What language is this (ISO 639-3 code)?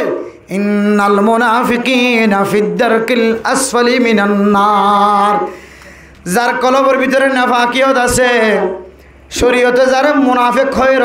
rhg